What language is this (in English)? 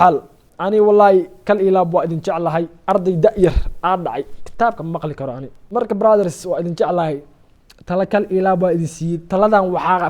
Somali